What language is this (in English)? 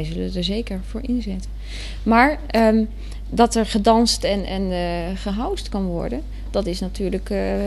Dutch